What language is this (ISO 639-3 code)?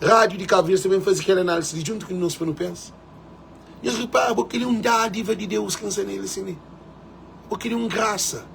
kea